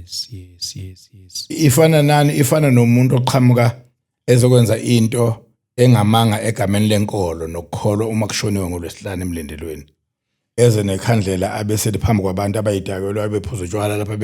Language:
Zulu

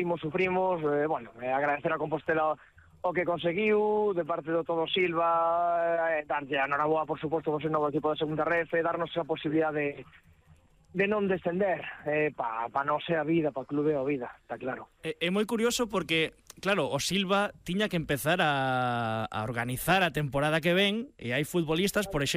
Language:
Galician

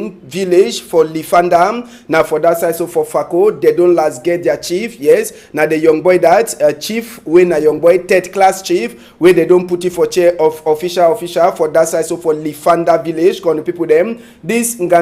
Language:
Cameroon Pidgin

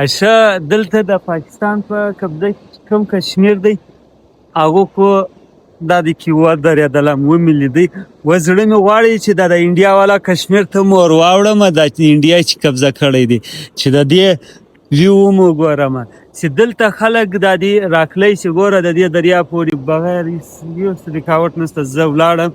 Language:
Pashto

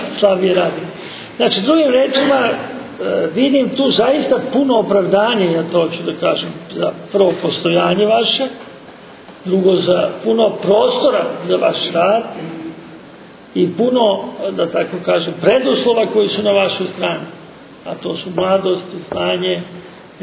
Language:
Serbian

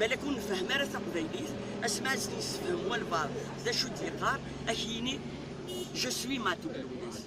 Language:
Kabyle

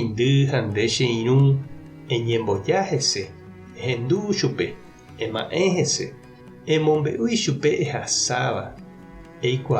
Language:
Guarani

